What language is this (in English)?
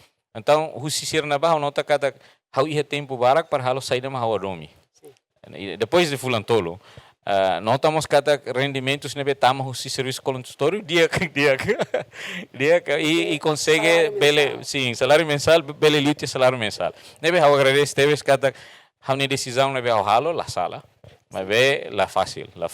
Tetum